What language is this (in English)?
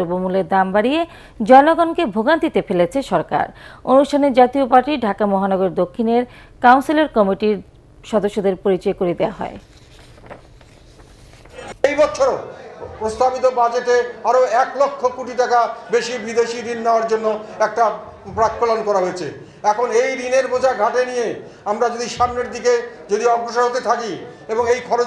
Bangla